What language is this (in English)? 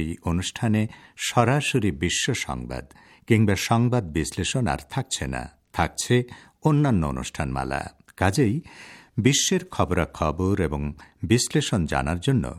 Bangla